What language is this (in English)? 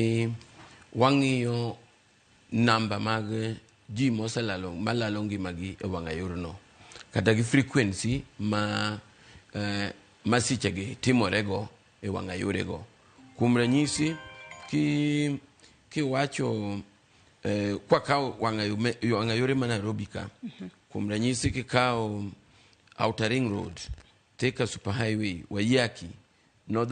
Luo (Kenya and Tanzania)